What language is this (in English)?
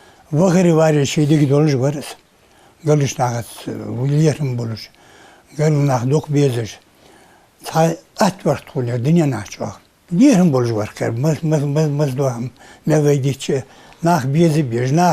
Ingush